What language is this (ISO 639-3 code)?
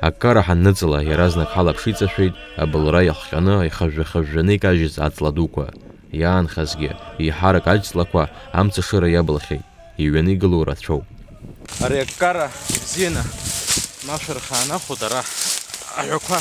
abk